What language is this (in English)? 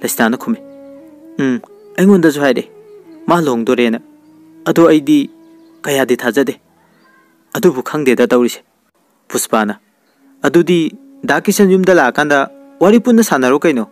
Manipuri